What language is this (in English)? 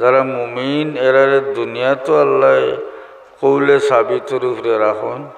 Sylheti